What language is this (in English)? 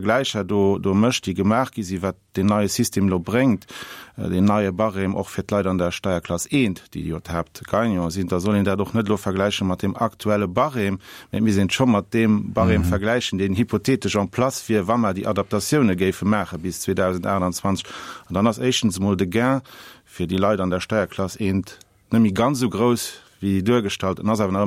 Luxembourgish